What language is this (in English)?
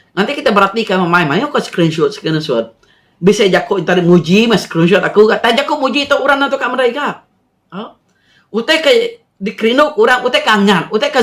Iban